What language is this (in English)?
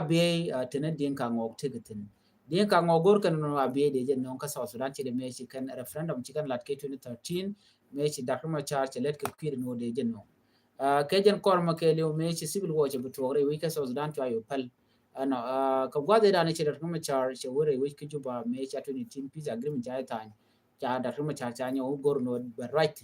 Nuer